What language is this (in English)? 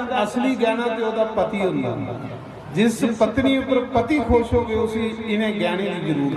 Dogri